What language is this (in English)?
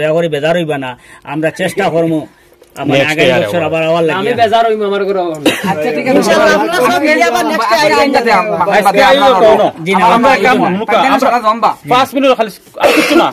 Sylheti